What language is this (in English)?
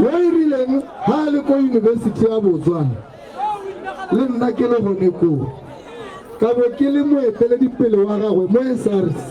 Tswana